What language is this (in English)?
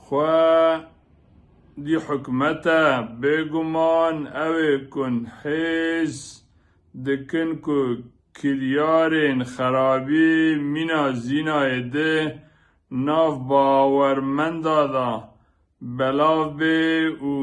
Kurdish